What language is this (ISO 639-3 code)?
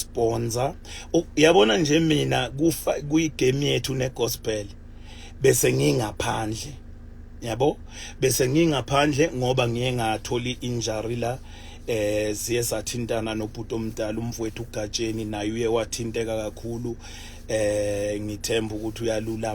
zul